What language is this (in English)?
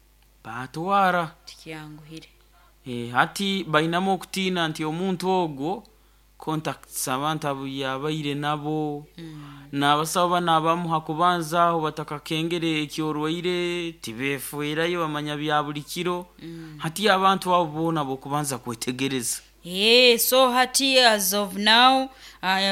Nyoro